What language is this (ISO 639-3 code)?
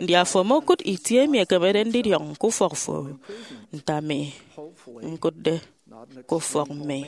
efi